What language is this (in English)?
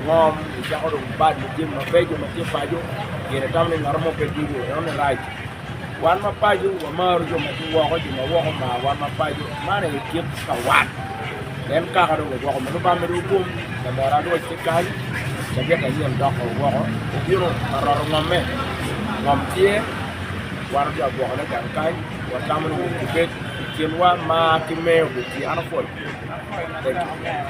Acoli